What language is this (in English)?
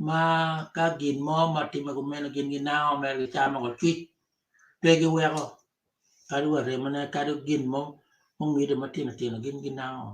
Acoli